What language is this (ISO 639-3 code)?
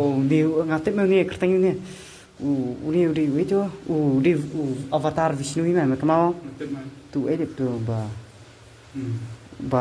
kha